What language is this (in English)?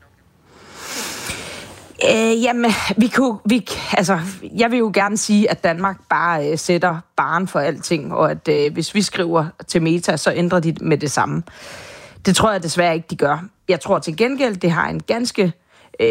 Danish